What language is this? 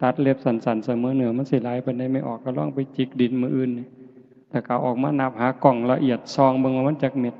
Northeastern Thai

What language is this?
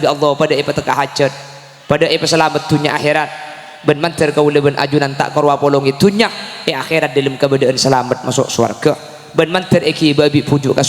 Madurese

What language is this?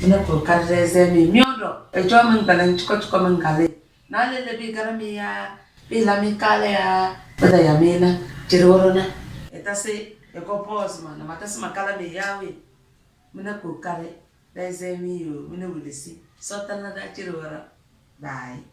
Tem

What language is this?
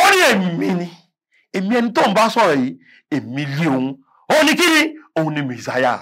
Yoruba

